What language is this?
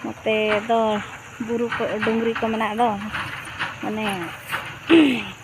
Santali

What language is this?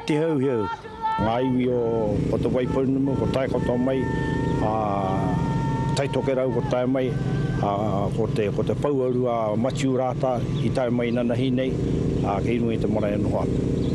Māori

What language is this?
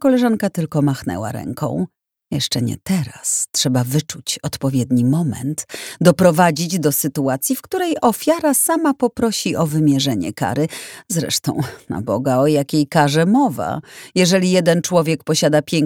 Polish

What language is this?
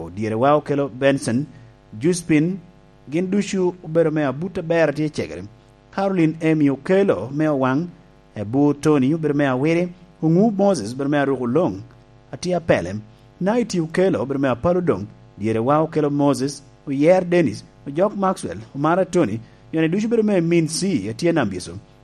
Lango (Uganda)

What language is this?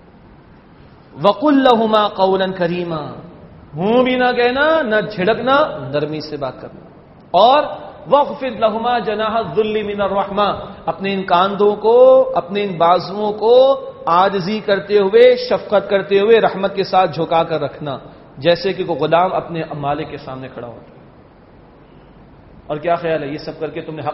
Urdu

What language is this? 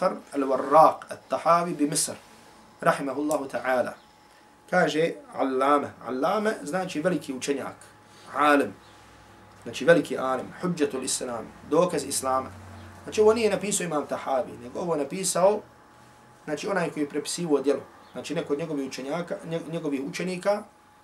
Bosnian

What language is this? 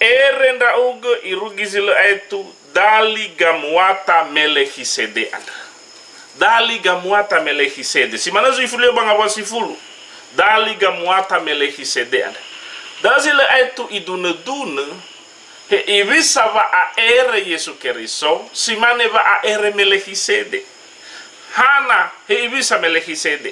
Nias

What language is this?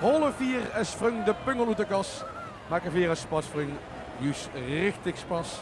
Limburgish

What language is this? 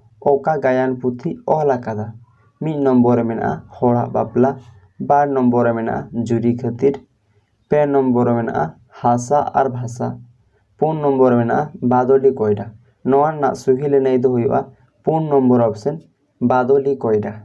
Santali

